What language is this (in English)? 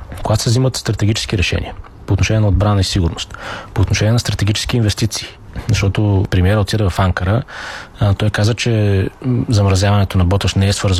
Bulgarian